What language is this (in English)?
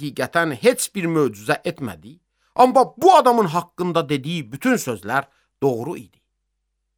Azerbaijani